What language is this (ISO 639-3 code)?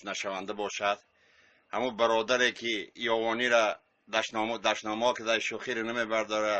tgk